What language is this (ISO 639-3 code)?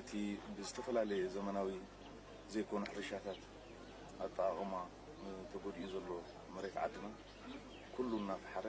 tir